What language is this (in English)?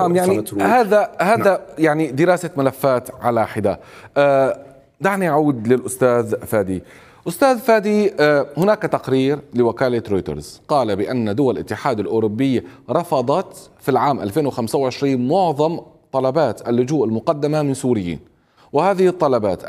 Arabic